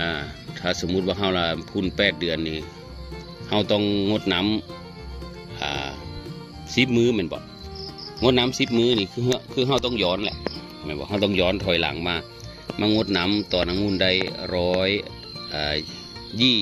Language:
Northeastern Thai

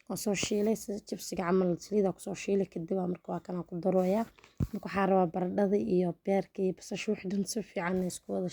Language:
Somali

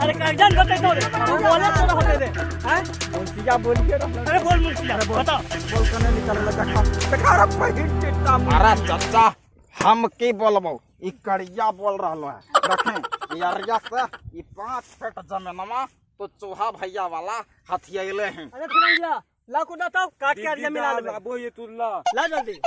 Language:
Magahi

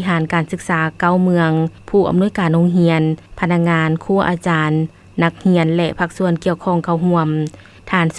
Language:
Lao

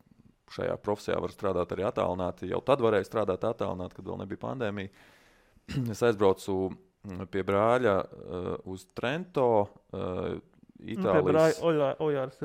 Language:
Latvian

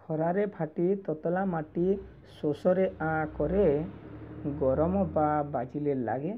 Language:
Odia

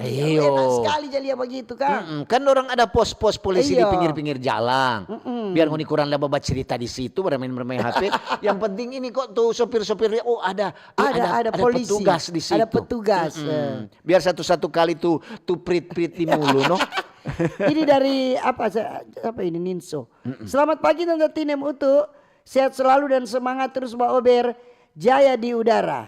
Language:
Manado Malay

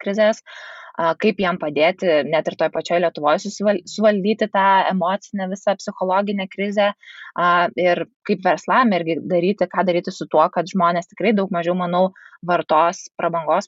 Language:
Lithuanian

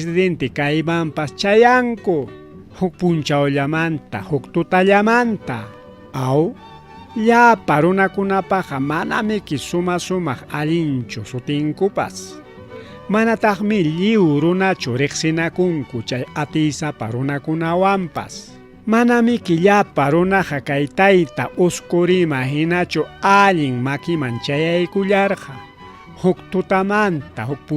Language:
Ayacucho Quechua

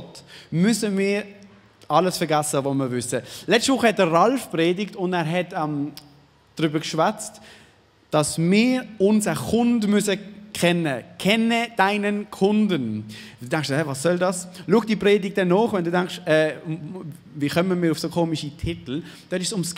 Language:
Swiss German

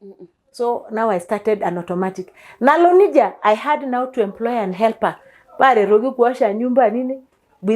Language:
Masai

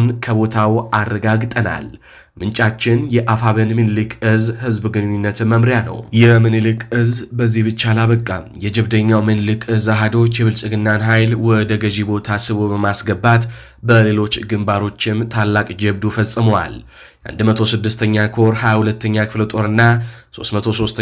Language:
Amharic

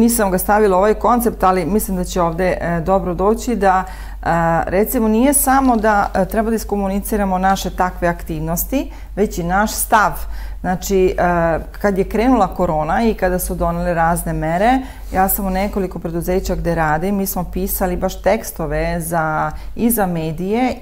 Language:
Serbian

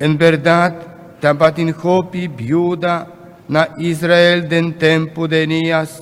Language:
Papiamento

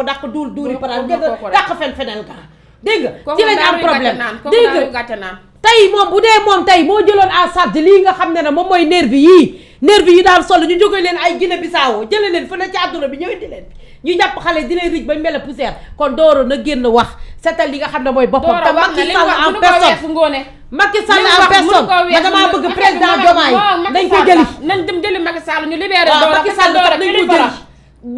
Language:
Wolof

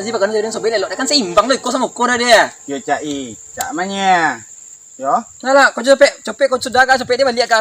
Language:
Minangkabau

